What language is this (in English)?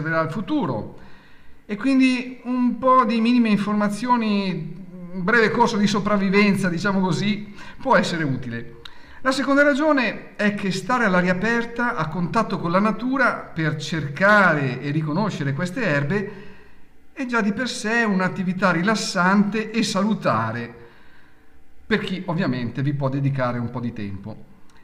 Italian